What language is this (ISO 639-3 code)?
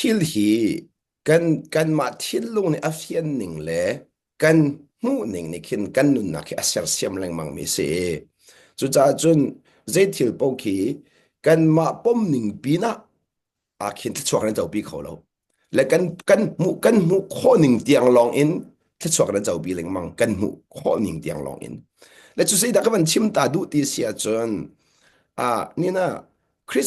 cnh